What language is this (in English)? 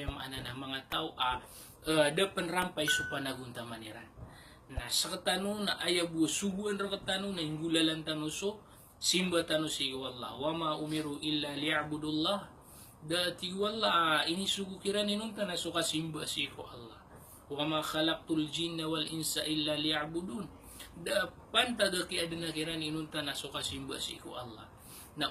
Maranao